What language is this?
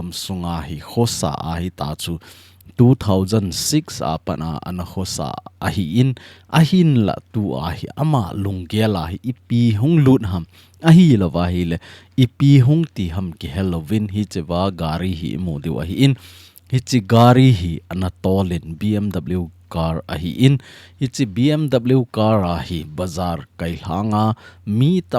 Thado Chin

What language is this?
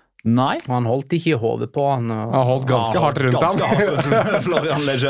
Norwegian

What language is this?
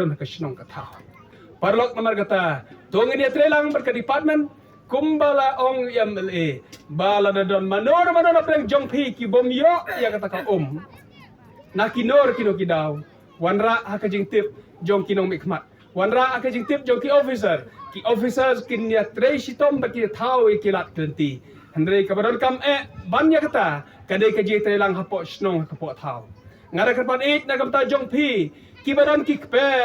Khasi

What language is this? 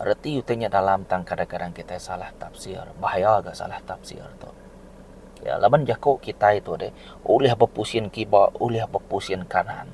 Iban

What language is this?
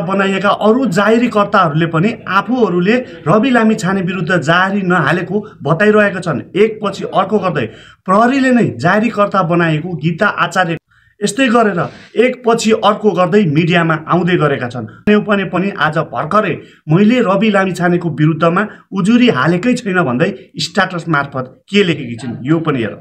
Nepali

